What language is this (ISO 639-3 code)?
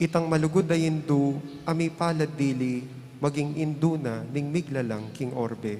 pam